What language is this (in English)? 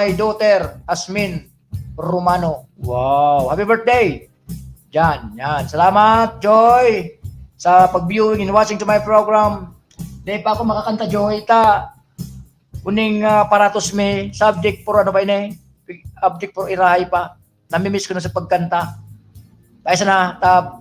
Bikol